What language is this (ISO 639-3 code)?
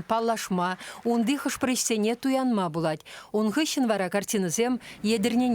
chv